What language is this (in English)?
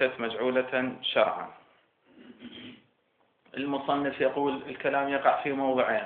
Arabic